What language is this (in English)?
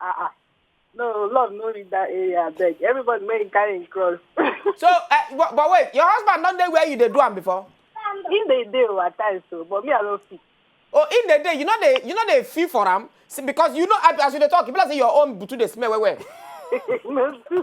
Nigerian Pidgin